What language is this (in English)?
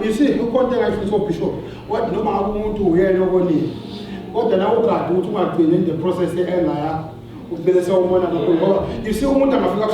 Zulu